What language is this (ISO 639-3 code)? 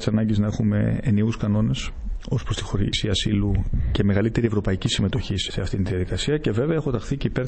ell